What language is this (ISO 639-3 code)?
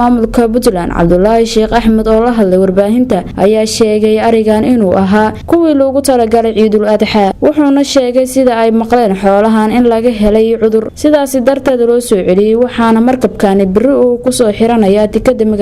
som